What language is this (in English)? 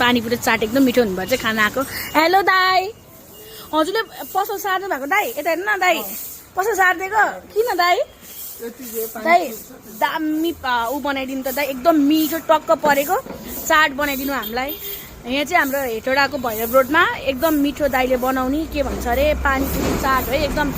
Nepali